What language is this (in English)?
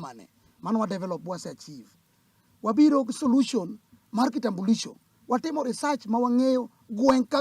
Luo (Kenya and Tanzania)